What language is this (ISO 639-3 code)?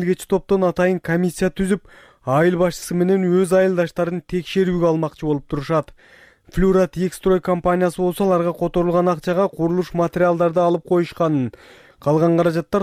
kir